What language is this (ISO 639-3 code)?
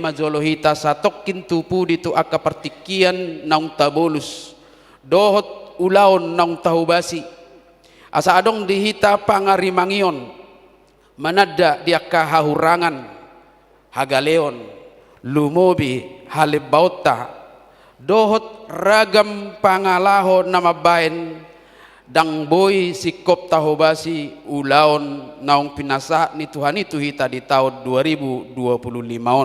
bbc